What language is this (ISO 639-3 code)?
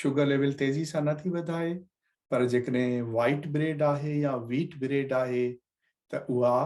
snd